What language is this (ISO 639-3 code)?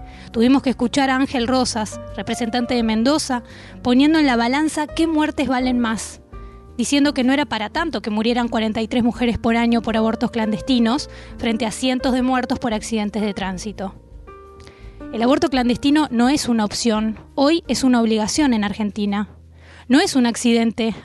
spa